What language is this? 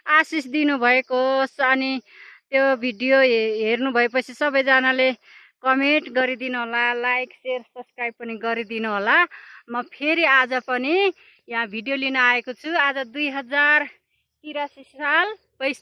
Nepali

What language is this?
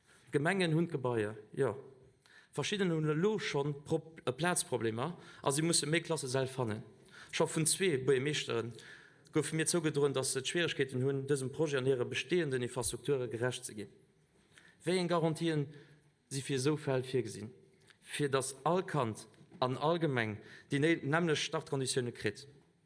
Luxembourgish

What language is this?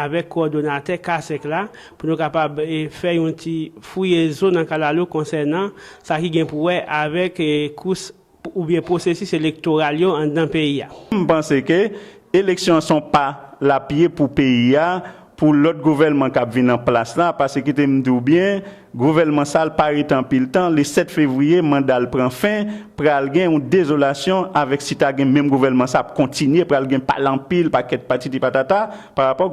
Haitian Creole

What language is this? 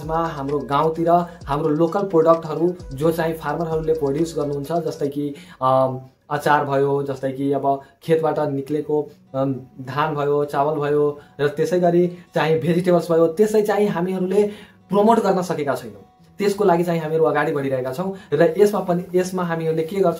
Nepali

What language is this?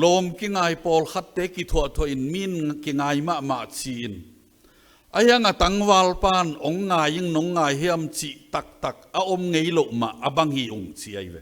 Tedim Chin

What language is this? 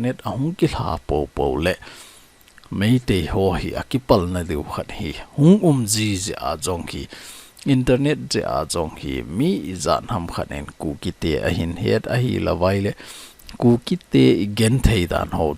Thado Chin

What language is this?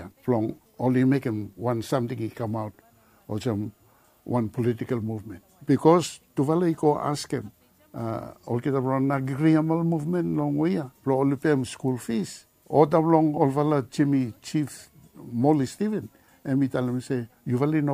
Bislama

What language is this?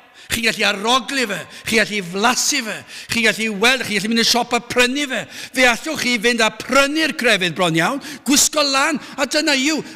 Welsh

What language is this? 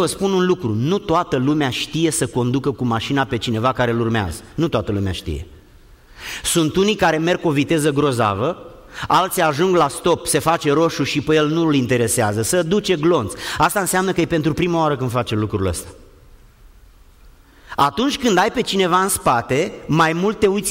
Romanian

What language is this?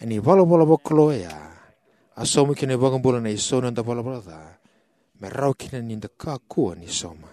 Fijian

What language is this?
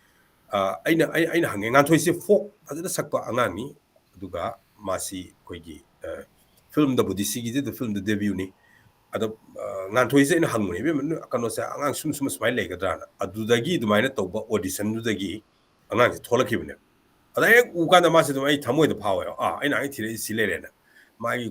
Manipuri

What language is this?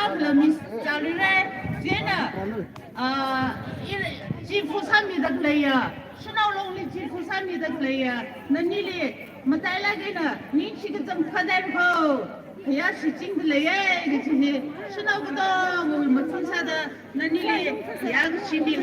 Tangkhul Naga (India)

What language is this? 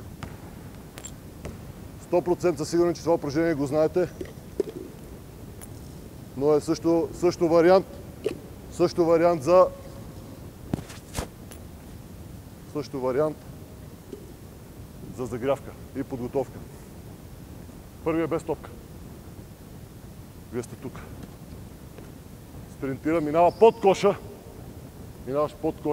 Bulgarian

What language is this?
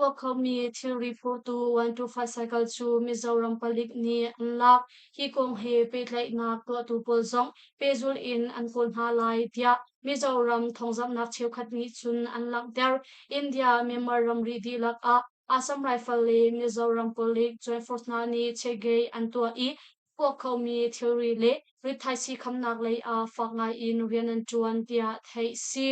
Hakha Chin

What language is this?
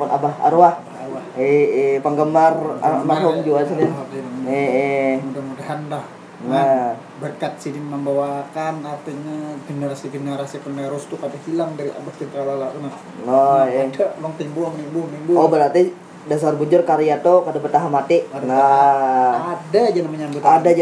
Banjar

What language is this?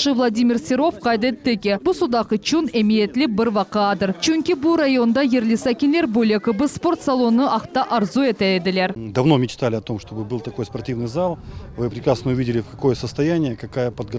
Crimean Tatar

